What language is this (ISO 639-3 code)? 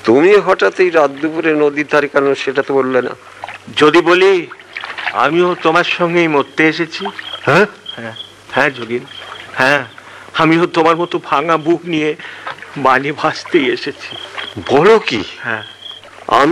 ben